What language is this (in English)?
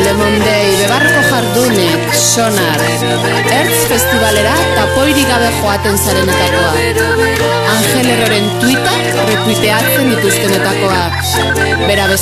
Basque